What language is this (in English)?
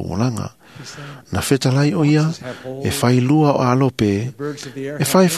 Samoan